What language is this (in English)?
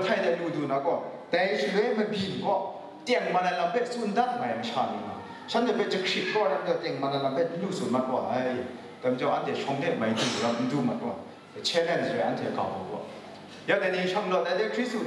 Kachin